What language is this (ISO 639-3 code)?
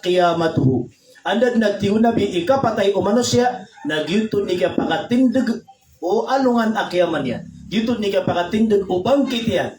mrw